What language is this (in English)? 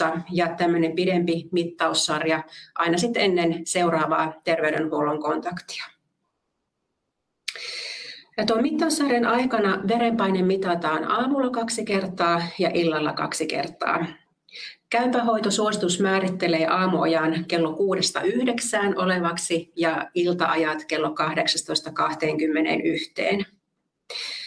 Finnish